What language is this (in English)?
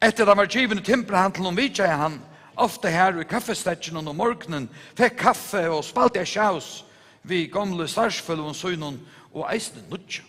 Faroese